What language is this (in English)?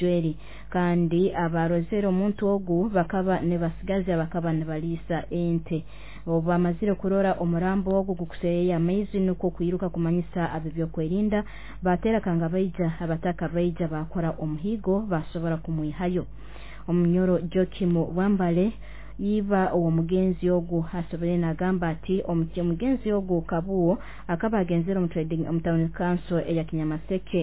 Nyoro